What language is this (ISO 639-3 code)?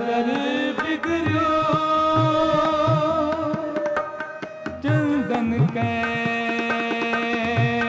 hin